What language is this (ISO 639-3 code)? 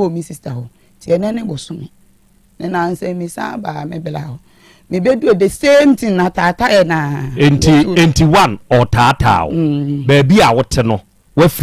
aka